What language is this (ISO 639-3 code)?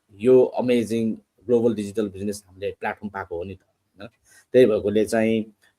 nep